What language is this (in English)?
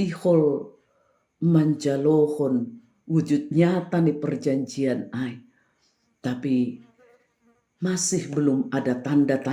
Batak Simalungun